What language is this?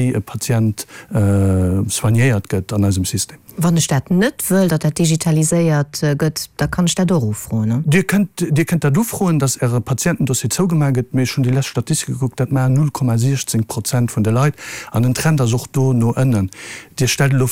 Luxembourgish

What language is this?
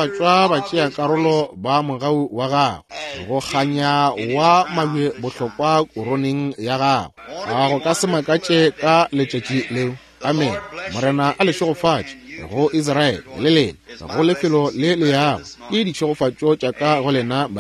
Northern Sotho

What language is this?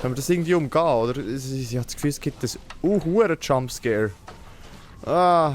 Swiss German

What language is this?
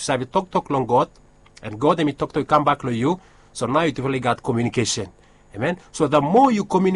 Bislama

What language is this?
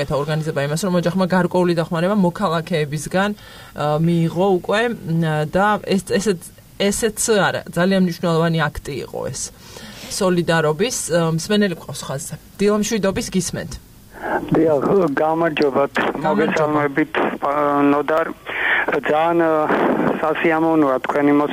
Georgian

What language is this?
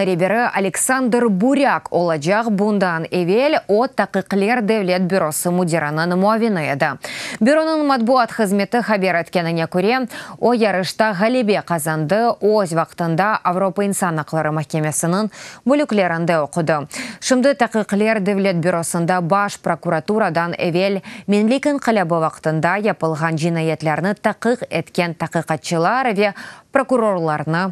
Crimean Tatar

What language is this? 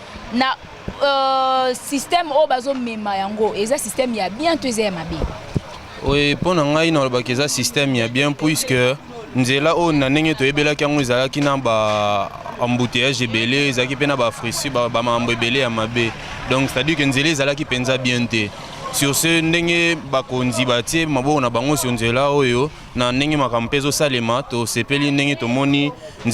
Lingala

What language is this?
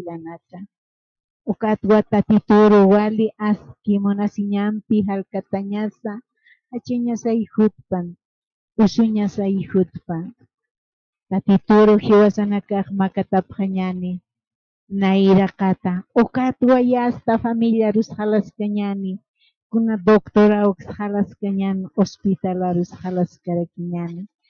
Aymara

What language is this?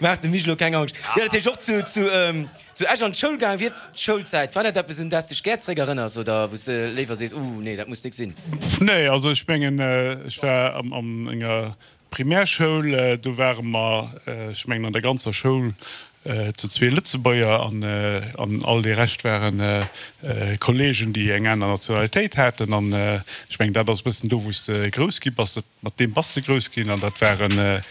Luxembourgish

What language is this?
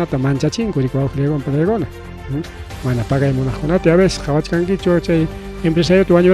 Ayacucho Quechua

